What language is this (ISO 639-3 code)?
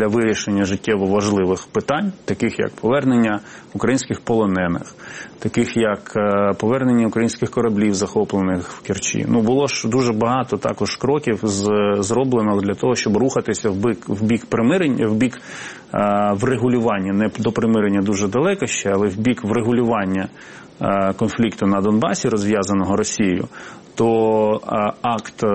ukr